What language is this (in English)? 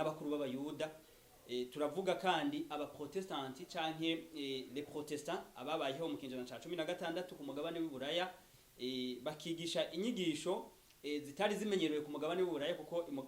Rundi